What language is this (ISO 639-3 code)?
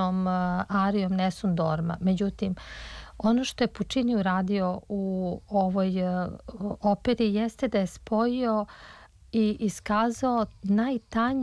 srp